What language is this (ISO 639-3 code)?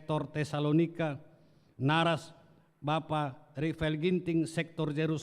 btx